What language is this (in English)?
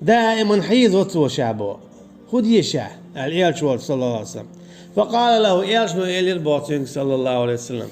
Chechen